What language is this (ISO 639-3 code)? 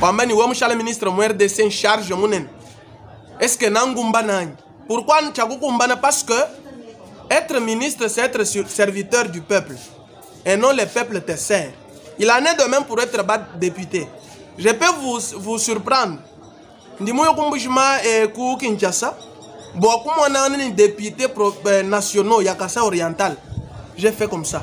lua